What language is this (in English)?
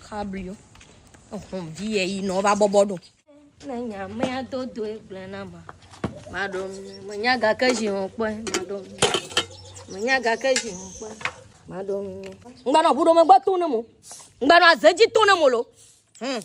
Ewe